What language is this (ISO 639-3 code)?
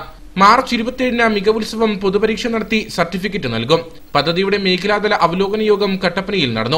mal